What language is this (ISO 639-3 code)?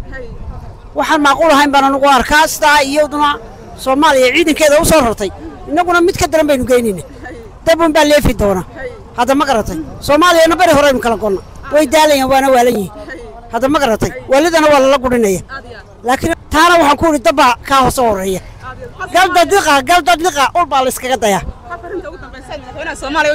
som